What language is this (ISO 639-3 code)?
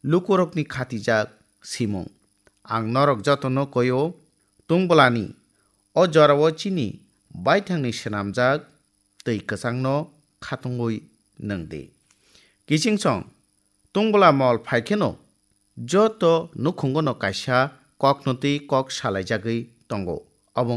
trp